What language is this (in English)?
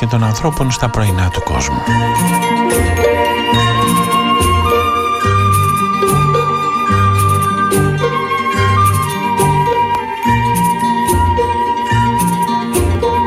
Greek